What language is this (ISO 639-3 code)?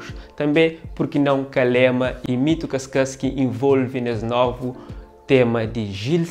kea